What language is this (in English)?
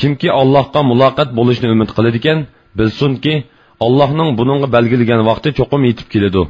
Uyghur